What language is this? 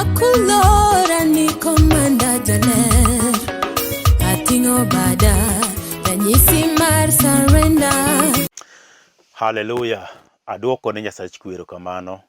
Luo (Kenya and Tanzania)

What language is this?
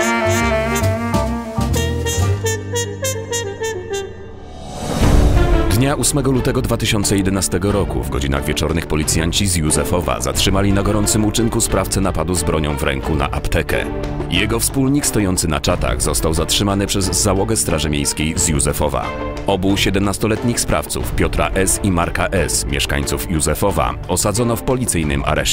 Polish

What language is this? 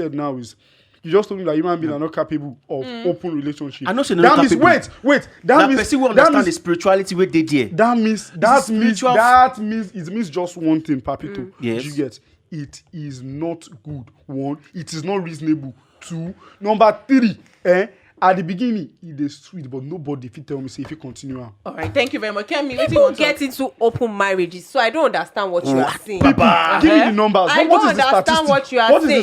Nigerian Pidgin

